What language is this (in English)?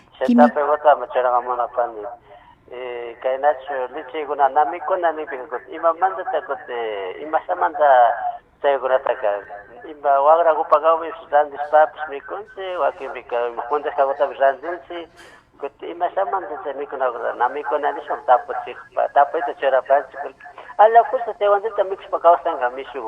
Imbabura Highland Quichua